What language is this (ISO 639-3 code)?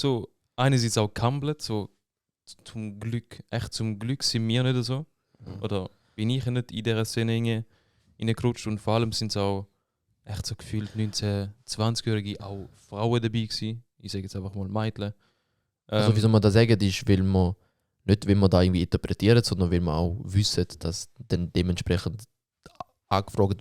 gsw